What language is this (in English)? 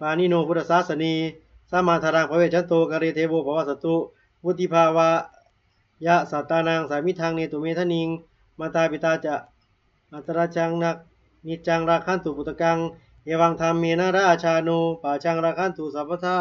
Pali